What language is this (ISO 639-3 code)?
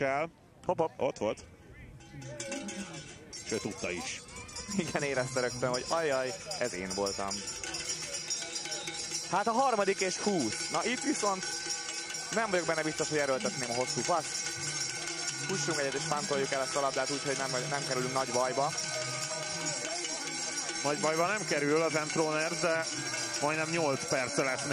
hun